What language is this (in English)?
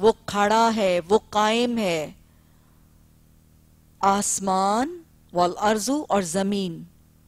Urdu